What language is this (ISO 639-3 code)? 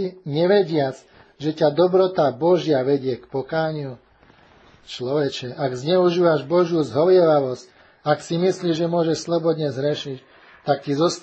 slk